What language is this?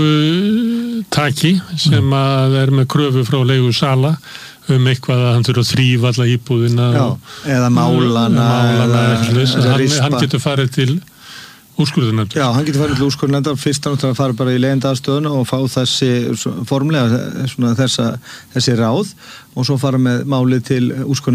Icelandic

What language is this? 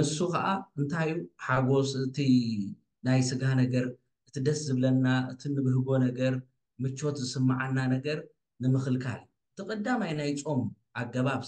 Tigrinya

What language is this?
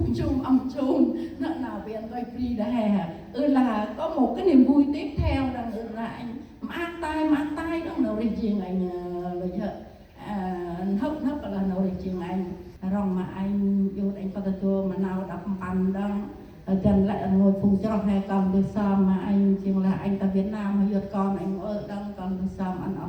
Central Mnong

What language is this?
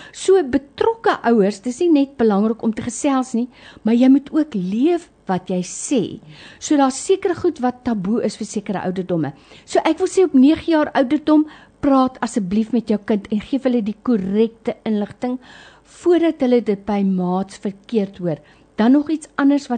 Afrikaans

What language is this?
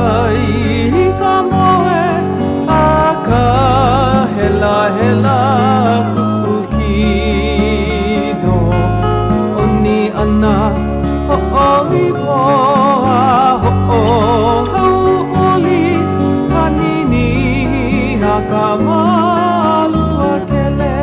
Hawaiian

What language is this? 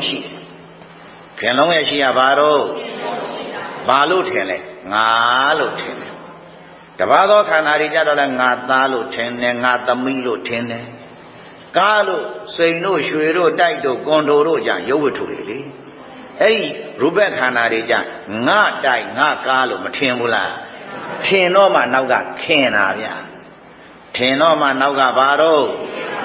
Burmese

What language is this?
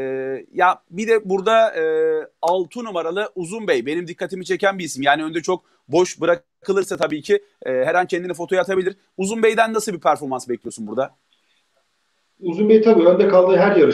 Turkish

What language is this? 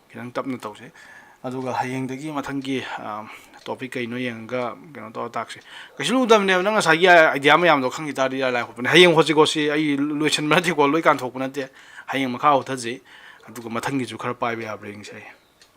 Manipuri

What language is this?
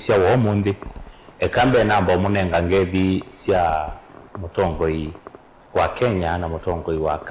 Kamba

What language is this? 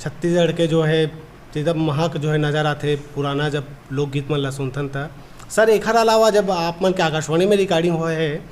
Chhattisgarhi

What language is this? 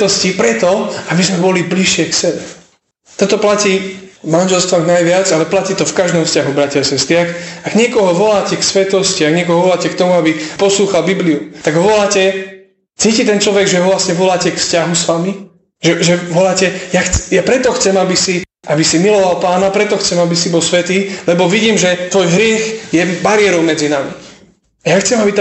Slovak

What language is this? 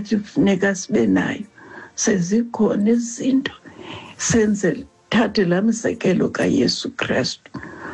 Xhosa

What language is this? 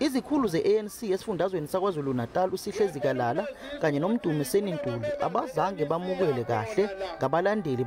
Zulu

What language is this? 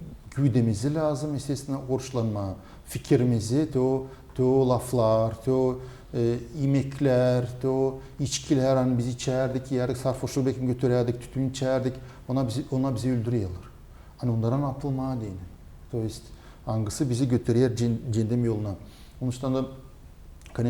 Gagauz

